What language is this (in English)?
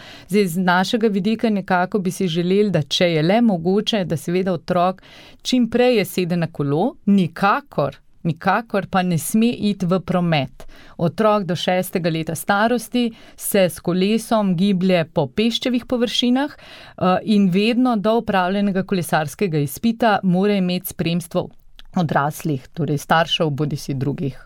Slovenian